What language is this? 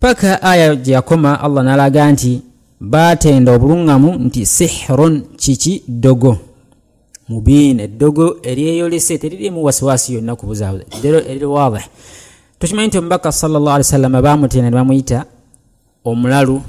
Ganda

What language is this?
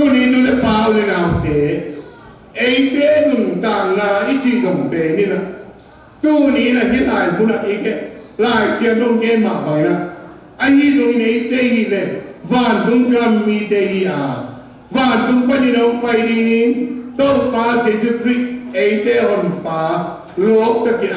Tedim Chin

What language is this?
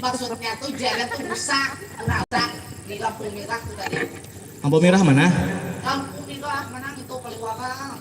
Banjar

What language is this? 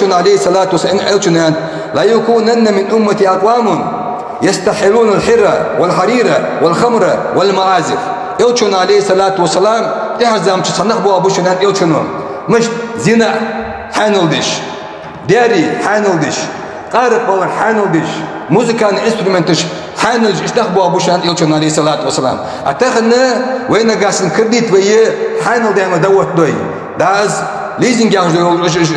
Ingush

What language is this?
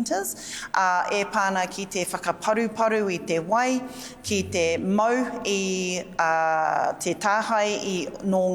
Māori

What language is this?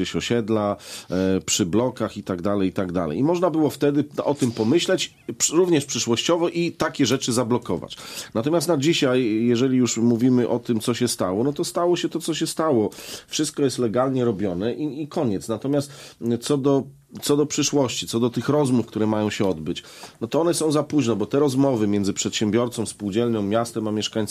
Polish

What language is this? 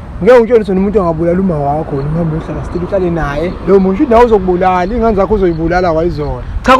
Zulu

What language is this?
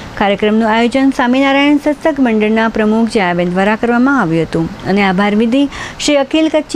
Gujarati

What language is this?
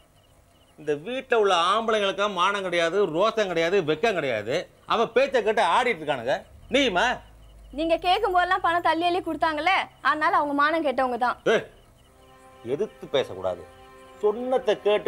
Tamil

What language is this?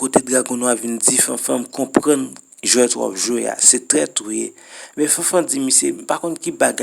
Haitian Creole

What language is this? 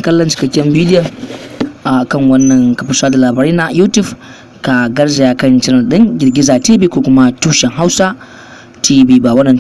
Hausa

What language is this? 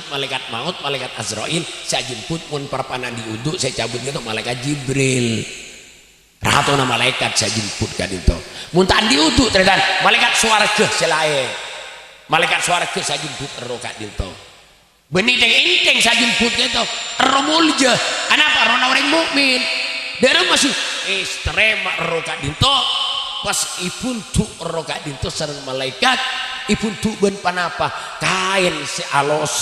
Madurese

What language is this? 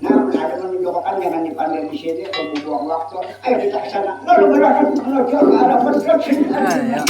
Banjar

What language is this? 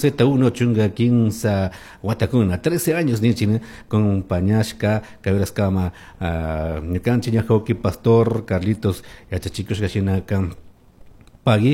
Chimborazo Highland Quichua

